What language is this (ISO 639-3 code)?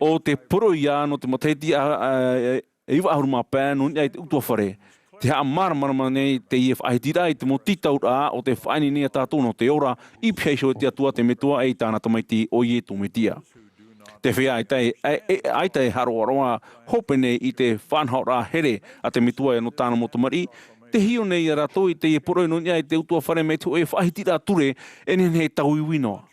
tah